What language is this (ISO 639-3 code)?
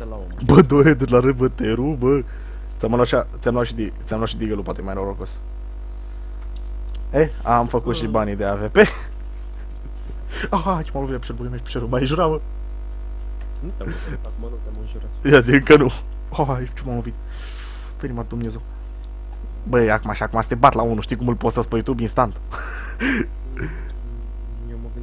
ron